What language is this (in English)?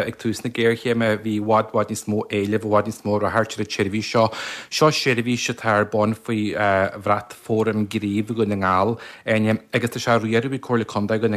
Irish